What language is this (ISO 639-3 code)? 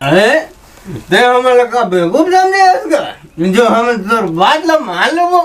hne